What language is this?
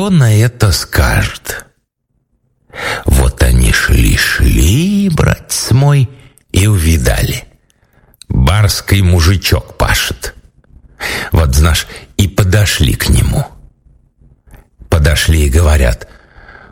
Russian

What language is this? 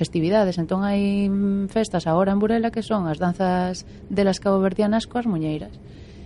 Galician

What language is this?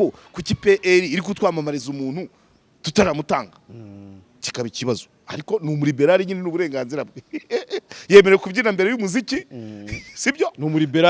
Kinyarwanda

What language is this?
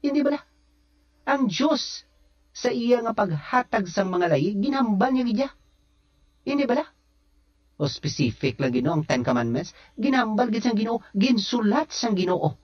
Hiligaynon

